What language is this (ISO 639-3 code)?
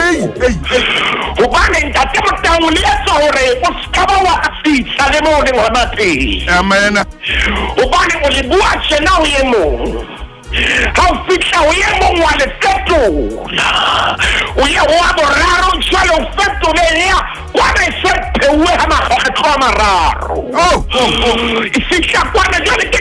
sot